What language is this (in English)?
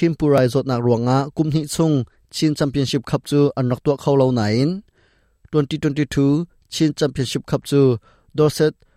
Hakha Chin